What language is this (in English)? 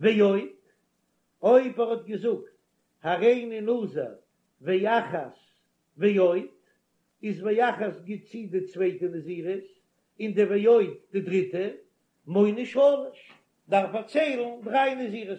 Yiddish